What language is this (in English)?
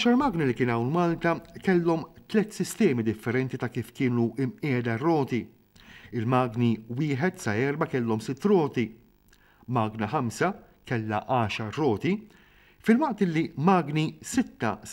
Maltese